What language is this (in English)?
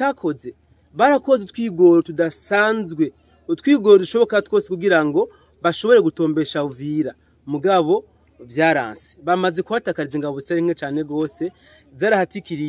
Rundi